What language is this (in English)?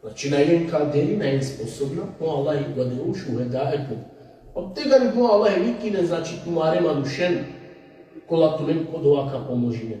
Balkan Romani